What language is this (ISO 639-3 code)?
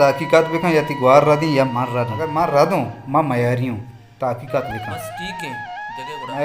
bal